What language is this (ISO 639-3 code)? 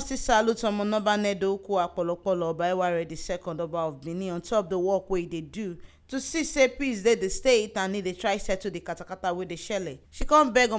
pcm